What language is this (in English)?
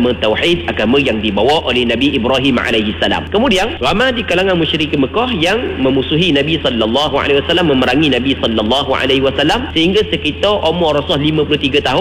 Malay